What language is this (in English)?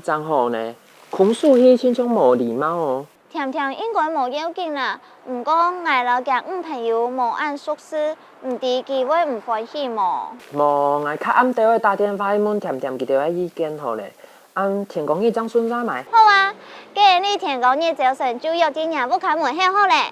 Hakka Chinese